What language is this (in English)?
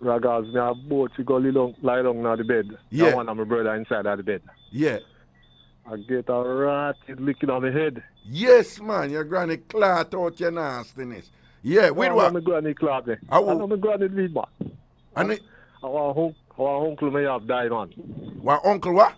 Jamaican Creole English